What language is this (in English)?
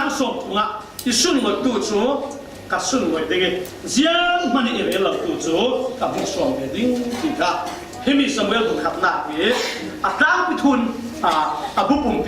Falam Chin